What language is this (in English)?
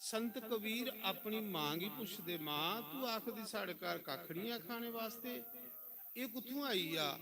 Dogri